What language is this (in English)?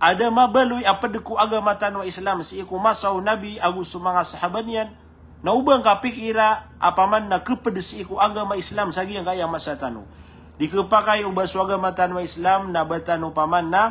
Maranao